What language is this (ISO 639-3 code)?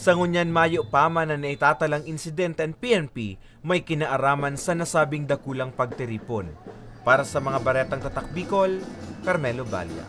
bik